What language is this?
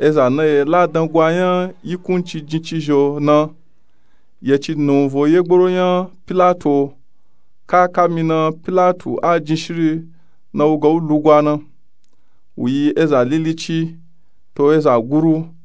Nupe-Nupe-Tako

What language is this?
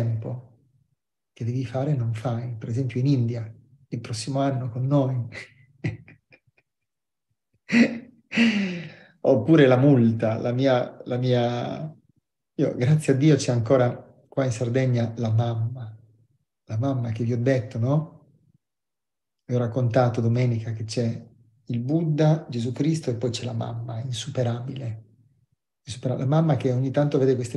Italian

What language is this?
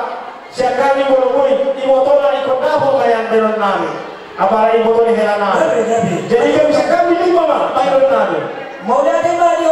Batak Toba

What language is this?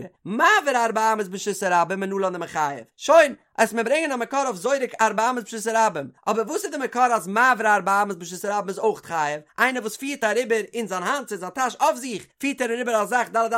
Yiddish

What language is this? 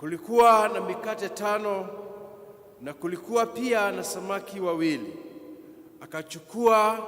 Swahili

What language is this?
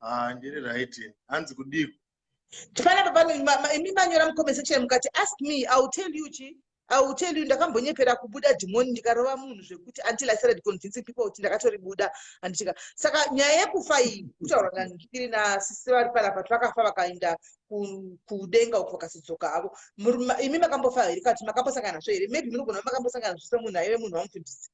Shona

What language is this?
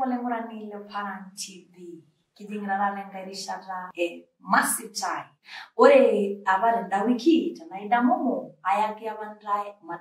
Masai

